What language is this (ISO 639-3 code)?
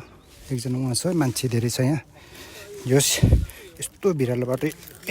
nep